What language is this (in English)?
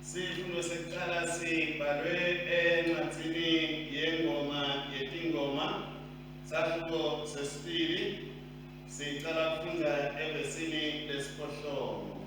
Swati